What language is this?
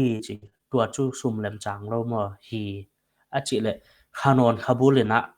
Paite Chin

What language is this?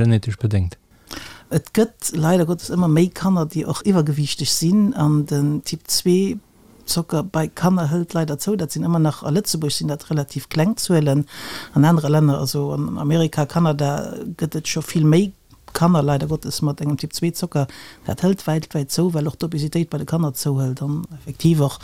Luxembourgish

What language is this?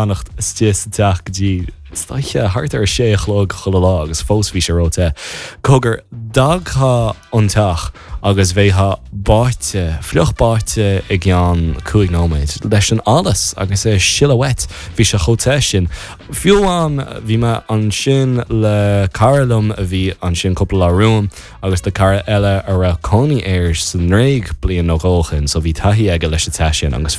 Irish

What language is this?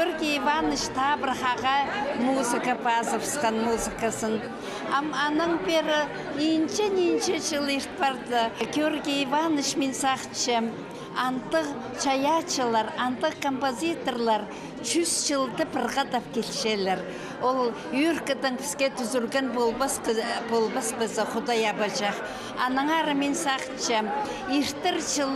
Khakas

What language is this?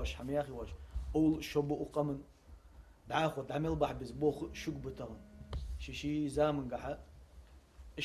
Ingush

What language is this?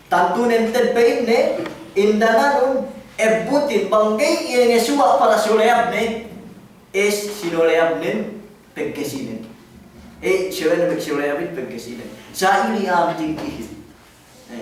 Yakan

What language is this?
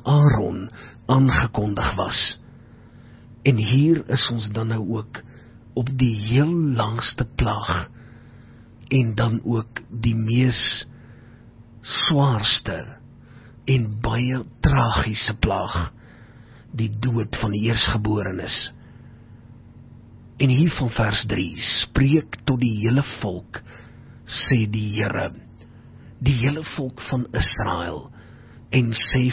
Afrikaans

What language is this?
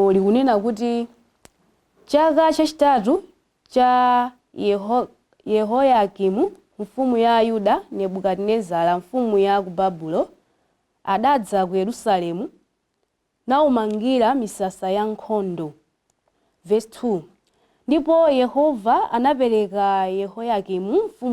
Nyanja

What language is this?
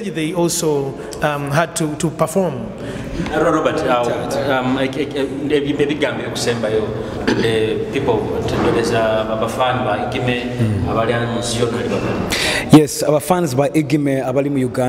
Nyoro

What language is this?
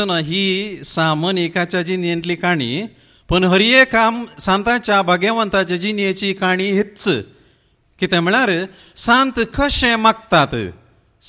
Konkani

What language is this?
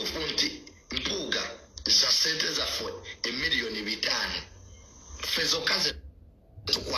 Ganda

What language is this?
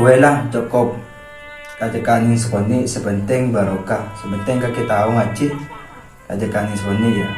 Madurese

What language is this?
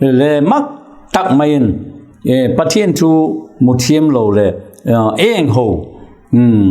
Vaiphei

